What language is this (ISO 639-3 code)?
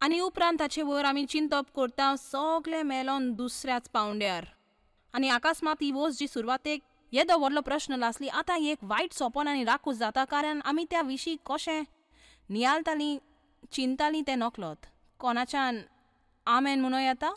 kok